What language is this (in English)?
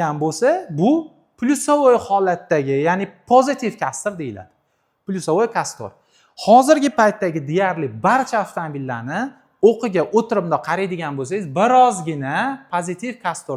Uzbek